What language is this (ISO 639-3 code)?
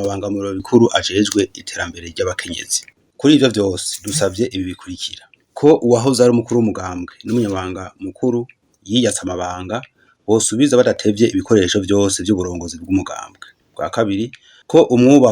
run